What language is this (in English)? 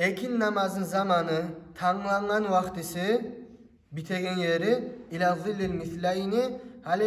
Kumyk